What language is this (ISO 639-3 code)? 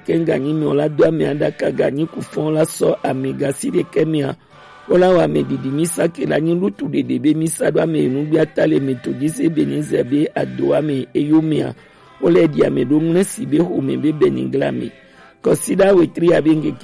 gej